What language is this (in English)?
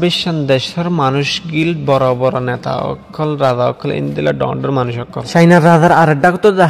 Rohingya